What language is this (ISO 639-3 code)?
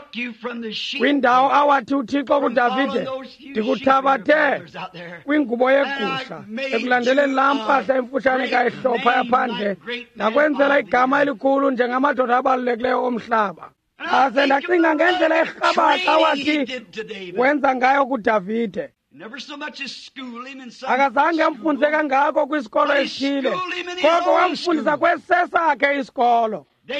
xho